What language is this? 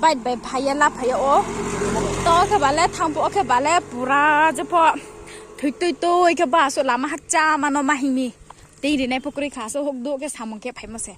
Kok Borok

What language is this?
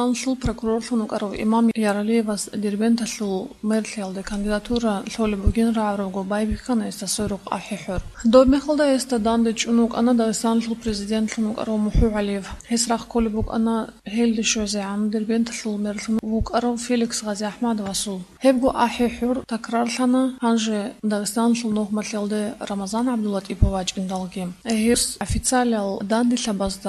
Avaric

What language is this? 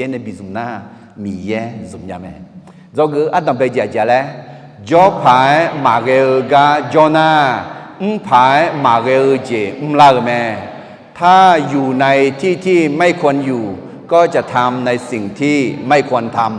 Akha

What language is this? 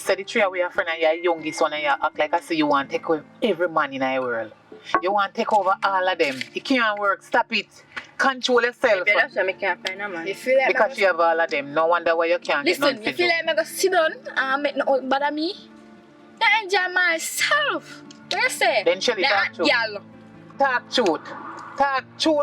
Jamaican Creole English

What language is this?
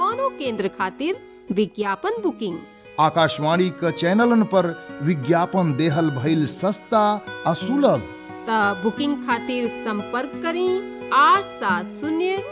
Bhojpuri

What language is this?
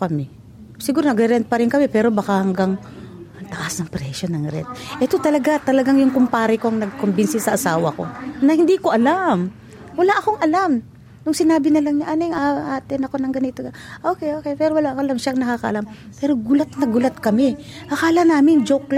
Filipino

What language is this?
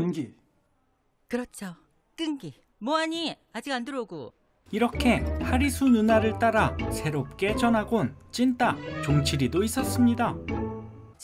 Korean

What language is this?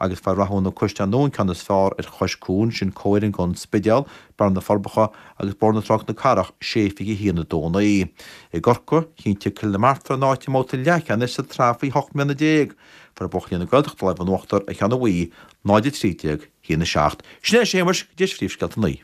Irish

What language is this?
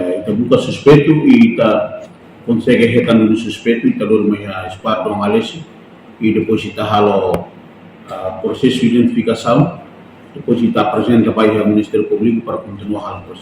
Tetum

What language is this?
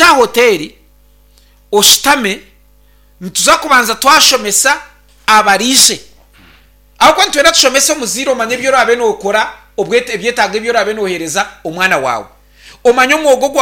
Nyankole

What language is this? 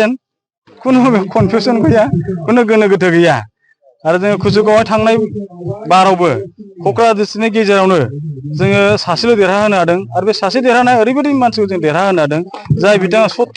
Bodo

